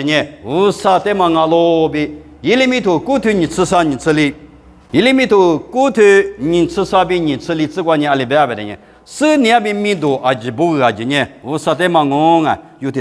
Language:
Lisu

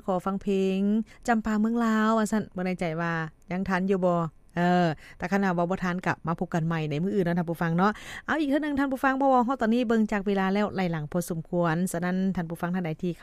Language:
Lao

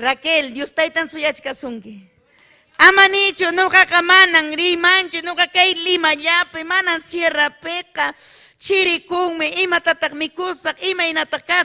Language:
Ayacucho Quechua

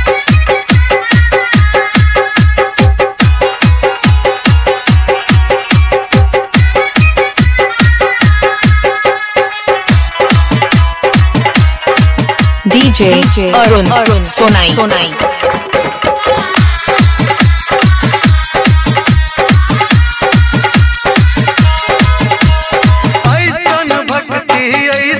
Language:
Bhojpuri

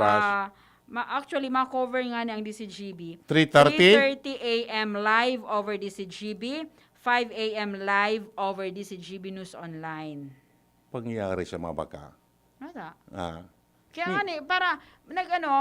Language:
Bikol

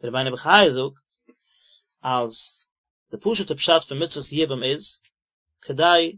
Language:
Yiddish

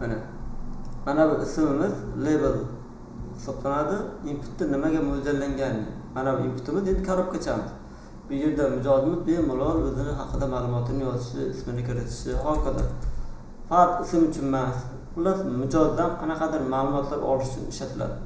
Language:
Uzbek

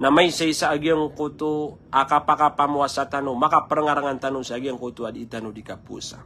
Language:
Maranao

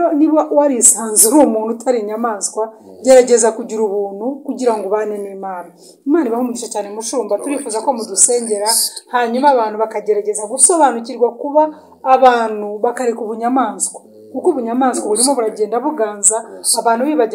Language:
Kinyarwanda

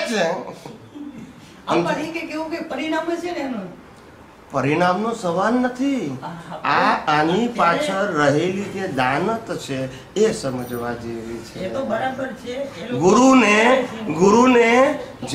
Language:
Gujarati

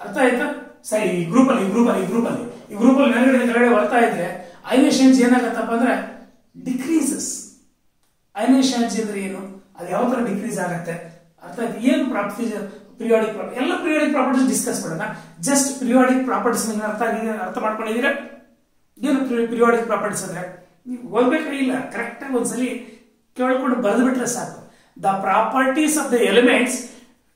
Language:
Kannada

